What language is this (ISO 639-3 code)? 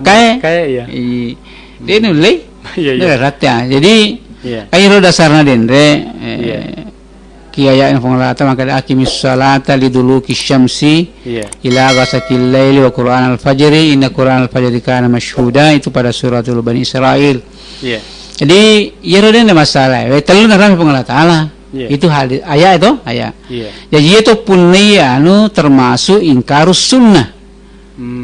bug